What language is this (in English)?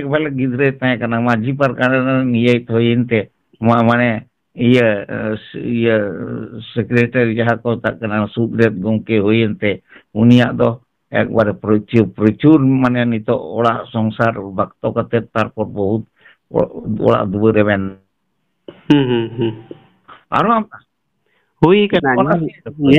Santali